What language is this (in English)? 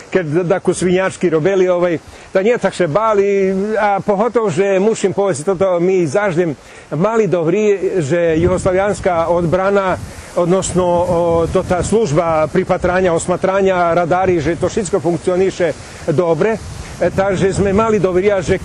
Rusyn